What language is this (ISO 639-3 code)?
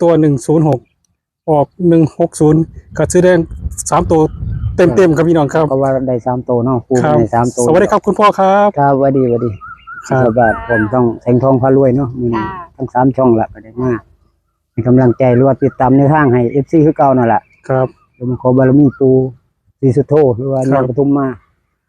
tts